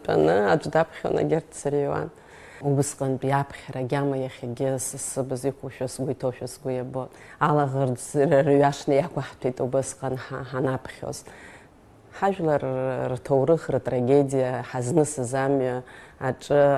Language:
Abkhazian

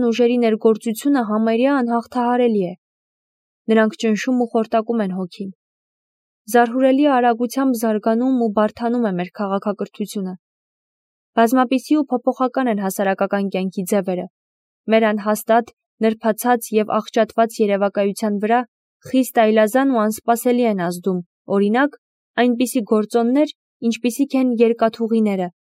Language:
Armenian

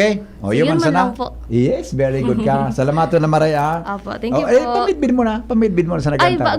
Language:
Bikol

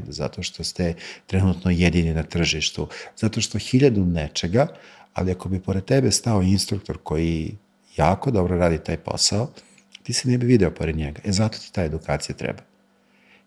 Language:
Serbian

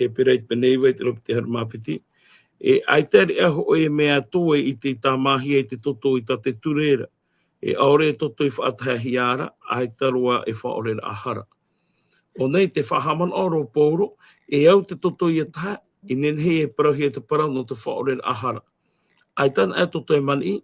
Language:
Tahitian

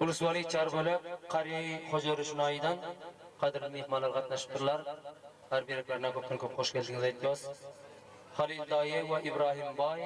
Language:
Turkmen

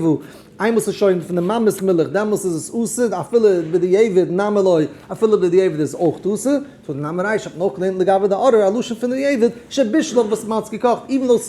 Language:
Yiddish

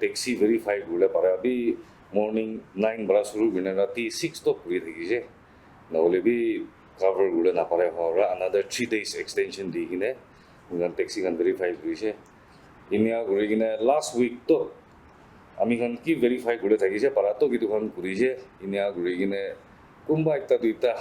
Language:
Naga Pidgin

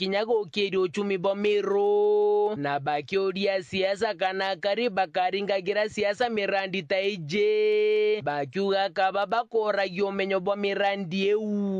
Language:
Meru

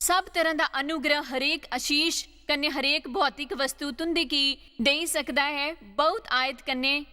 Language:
Dogri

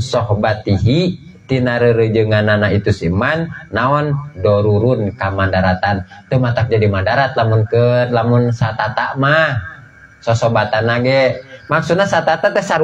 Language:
Sundanese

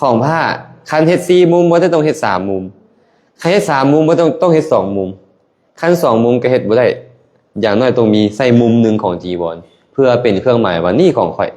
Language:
Lao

